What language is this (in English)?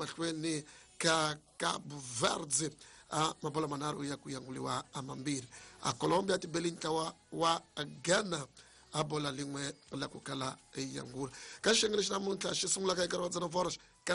Tsonga